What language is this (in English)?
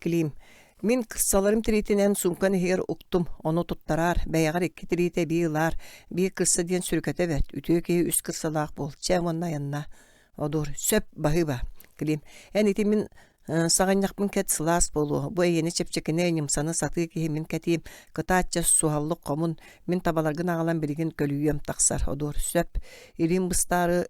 Yakut